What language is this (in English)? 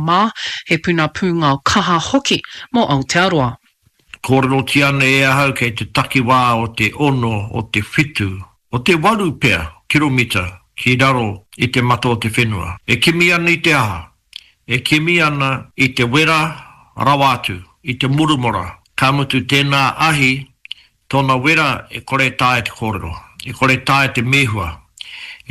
Māori